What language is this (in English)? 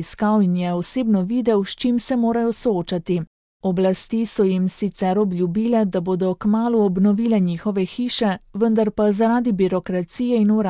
Slovenian